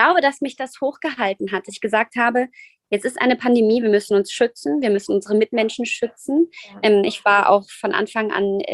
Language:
German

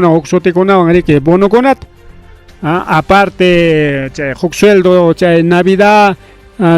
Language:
Ayacucho Quechua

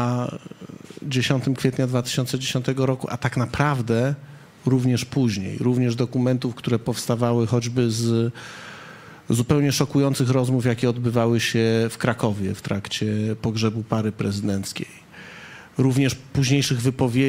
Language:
Polish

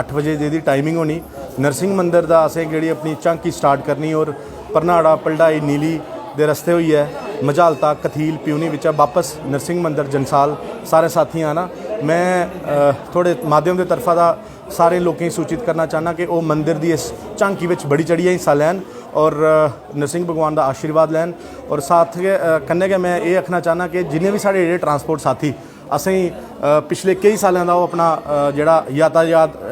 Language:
Dogri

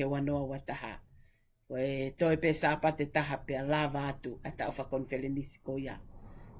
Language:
Tongan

